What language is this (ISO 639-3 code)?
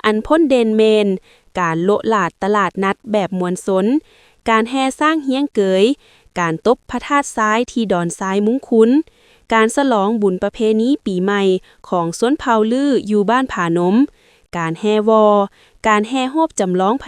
lao